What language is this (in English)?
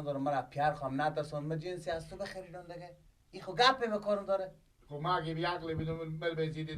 Persian